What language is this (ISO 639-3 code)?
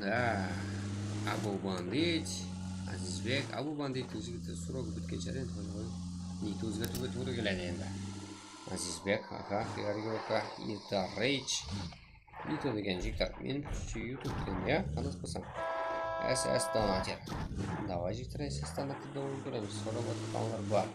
kaa